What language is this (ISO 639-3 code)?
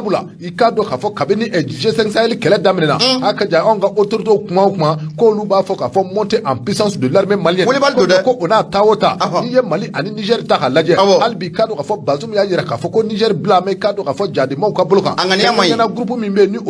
bam